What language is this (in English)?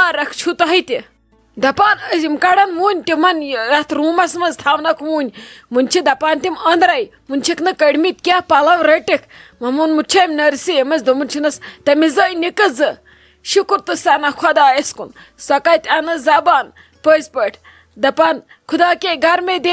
Kashmiri